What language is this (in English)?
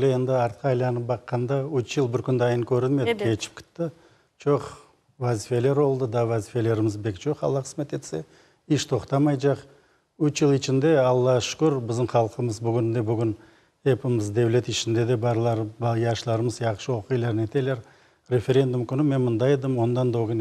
Crimean Tatar